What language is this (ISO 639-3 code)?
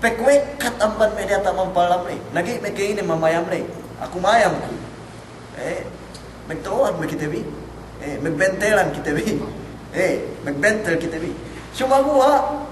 yka